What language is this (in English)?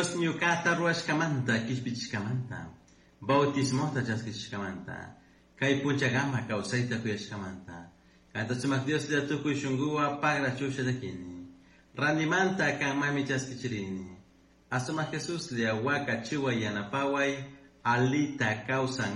Chimborazo Highland Quichua